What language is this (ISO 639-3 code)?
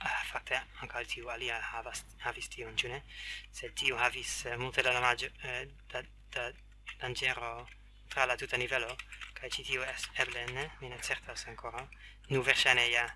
epo